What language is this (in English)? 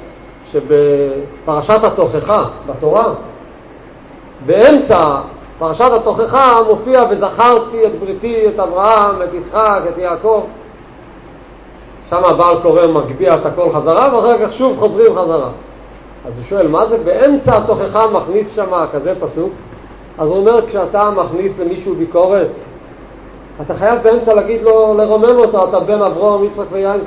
Hebrew